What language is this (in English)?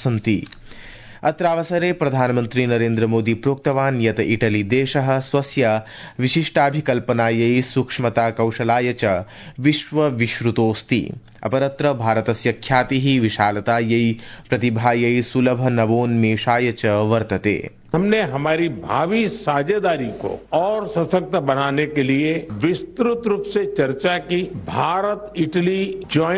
Sanskrit